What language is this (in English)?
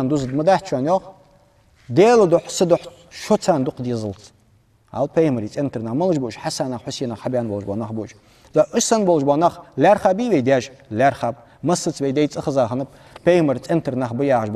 Ingush